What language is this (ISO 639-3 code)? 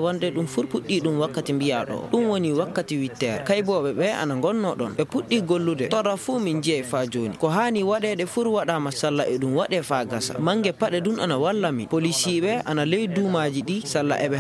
ful